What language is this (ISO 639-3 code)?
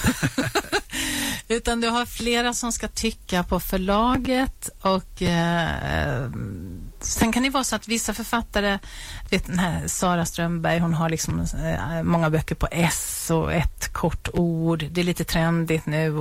swe